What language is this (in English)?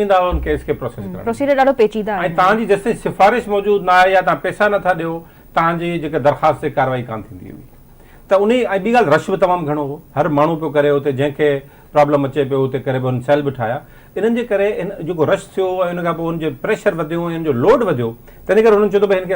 Sindhi